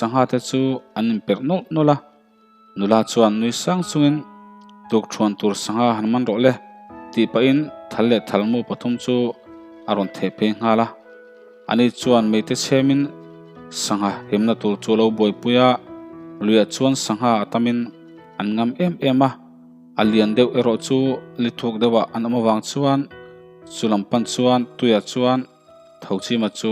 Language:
Mizo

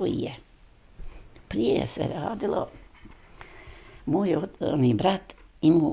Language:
Bosnian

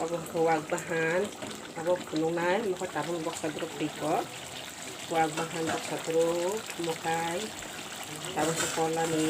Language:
Kok Borok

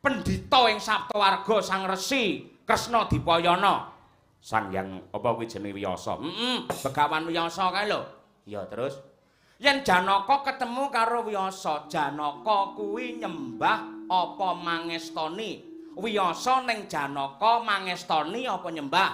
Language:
Javanese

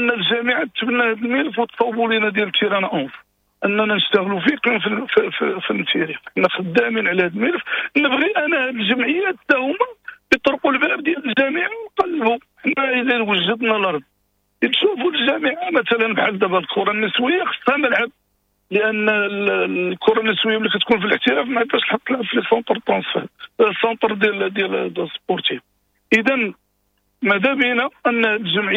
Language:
Moroccan Arabic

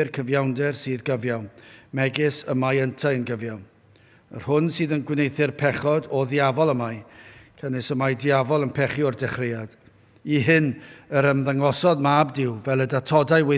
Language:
Welsh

